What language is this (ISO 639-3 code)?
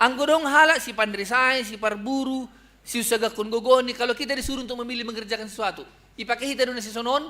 bts